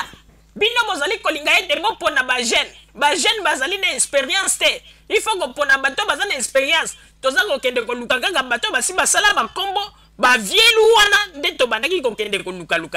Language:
Lingala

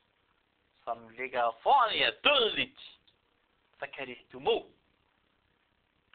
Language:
Danish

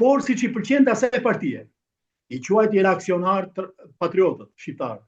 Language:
Albanian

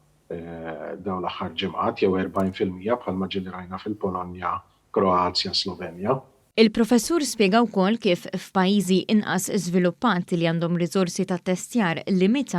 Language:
Maltese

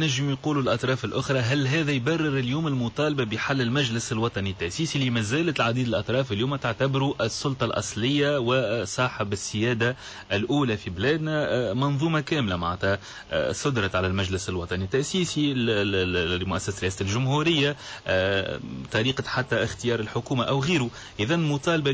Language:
Tunisian Arabic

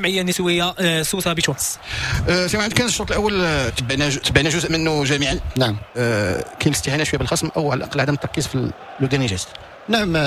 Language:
Moroccan Arabic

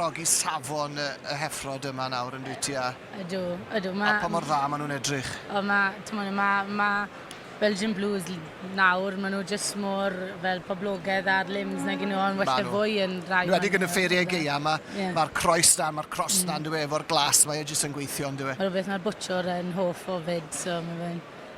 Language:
Welsh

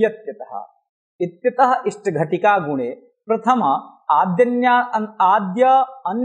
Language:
Sanskrit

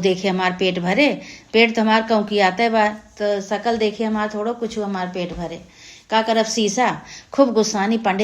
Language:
Awadhi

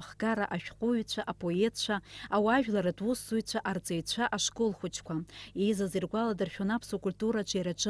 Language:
Abkhazian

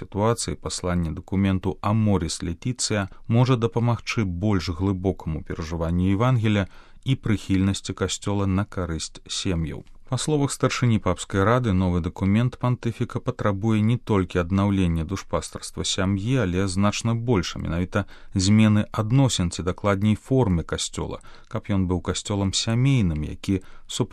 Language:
Belarusian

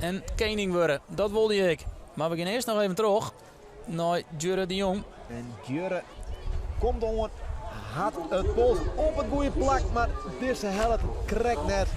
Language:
Western Frisian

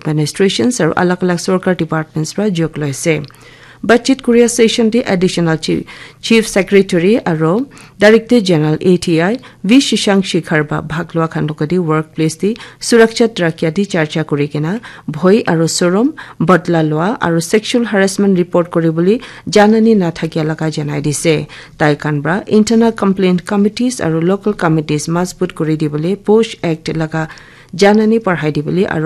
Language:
Naga Pidgin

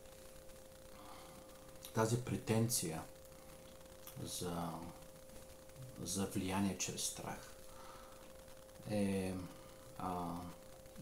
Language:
Bulgarian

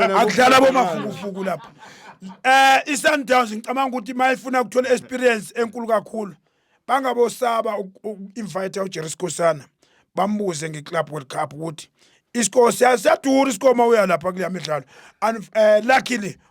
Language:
Zulu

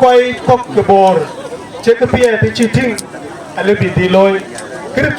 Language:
Dinka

